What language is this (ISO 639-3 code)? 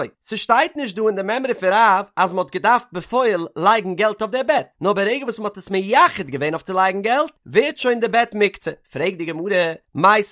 yid